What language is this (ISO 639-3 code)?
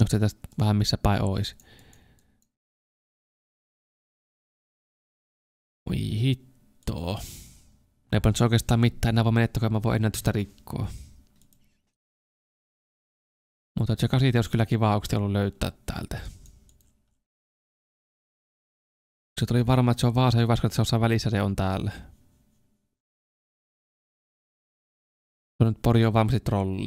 fin